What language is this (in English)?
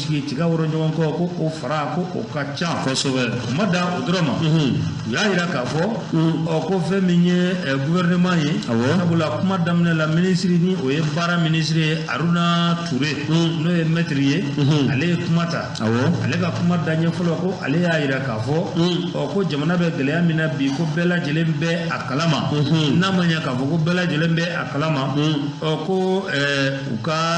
Bambara